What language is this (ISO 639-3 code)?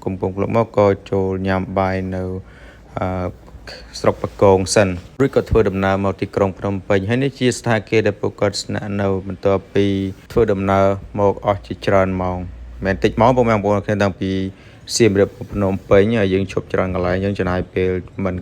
khm